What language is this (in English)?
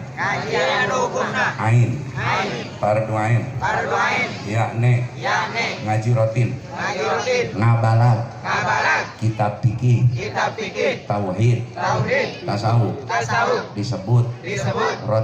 Sundanese